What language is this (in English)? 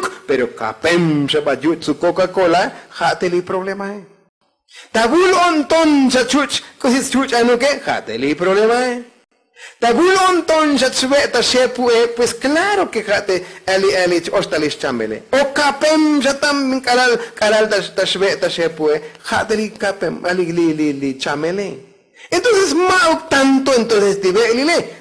Tzotzil